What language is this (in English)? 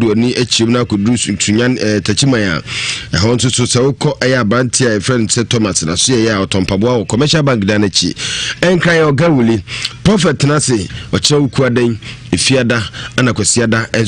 Akan